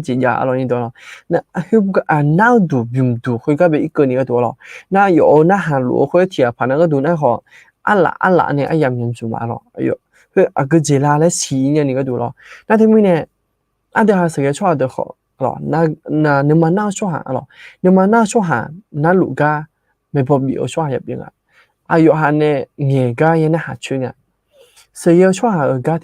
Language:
Akha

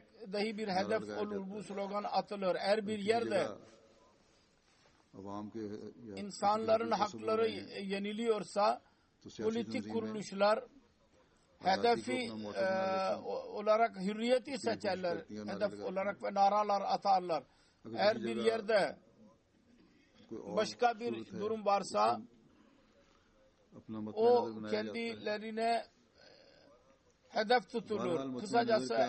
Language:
Turkish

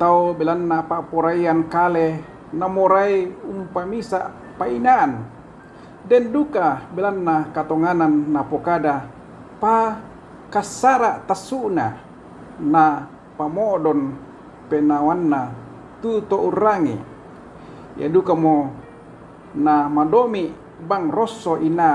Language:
Toraja-Sa'dan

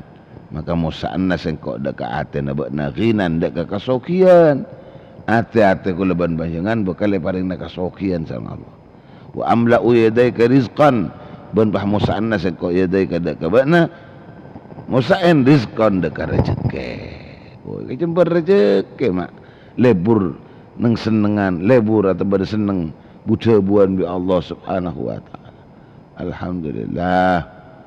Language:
Madurese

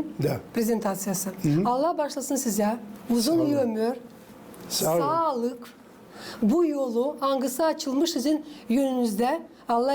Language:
Gagauz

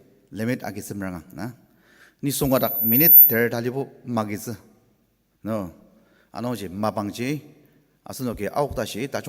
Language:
Ao Naga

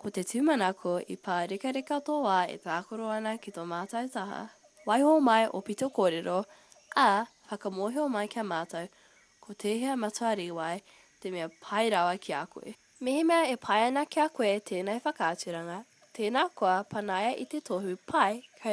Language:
Māori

